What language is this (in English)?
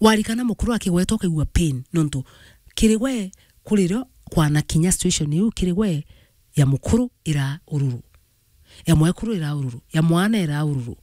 Meru